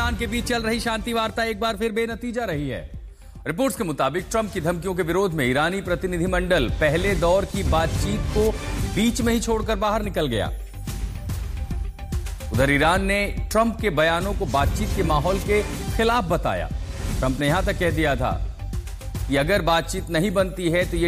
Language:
Hindi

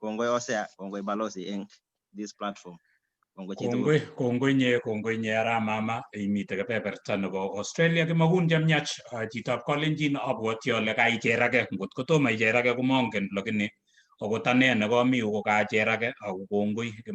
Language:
Kalenjin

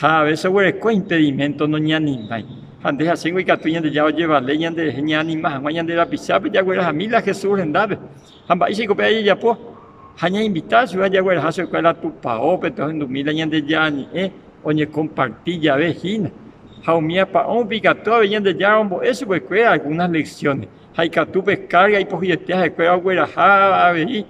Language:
Guarani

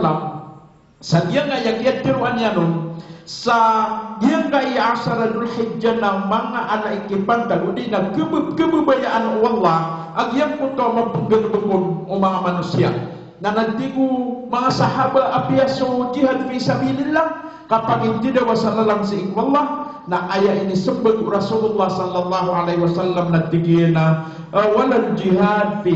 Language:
Maranao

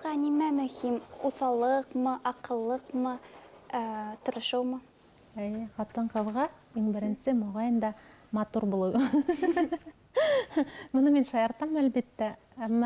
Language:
Bashkir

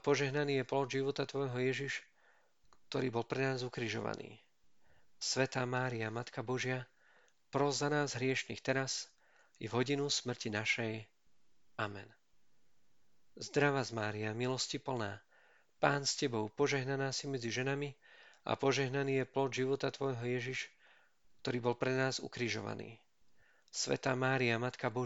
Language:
Slovak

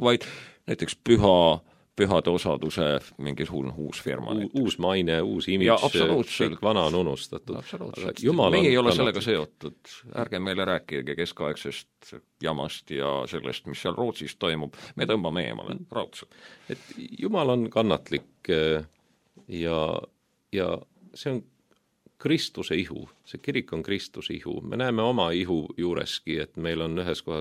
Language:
Estonian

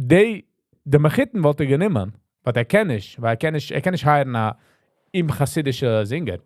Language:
Yiddish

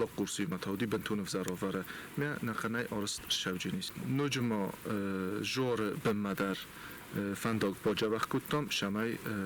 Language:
Ossetic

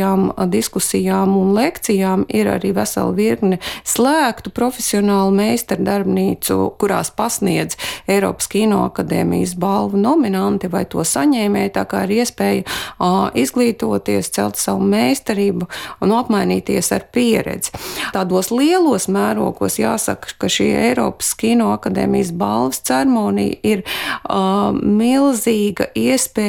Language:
Latvian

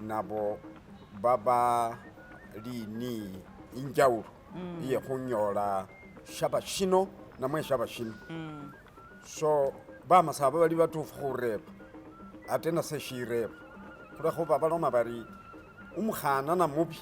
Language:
Masaaba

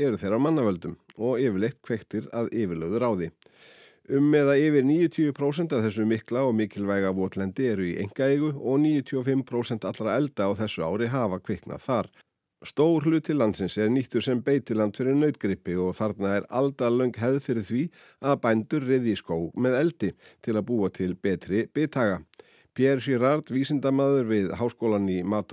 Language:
Icelandic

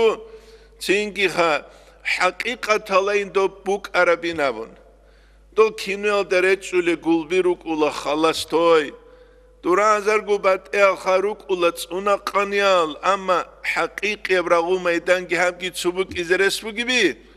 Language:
Avaric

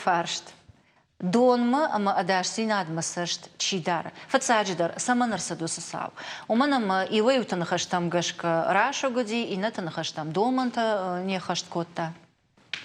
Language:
Ossetic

